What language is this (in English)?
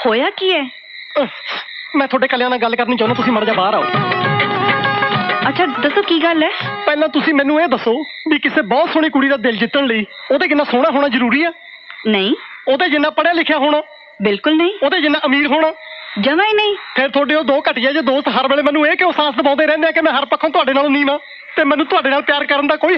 Punjabi